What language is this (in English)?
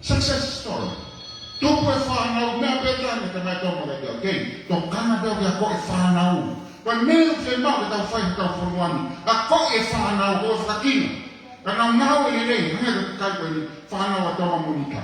Tongan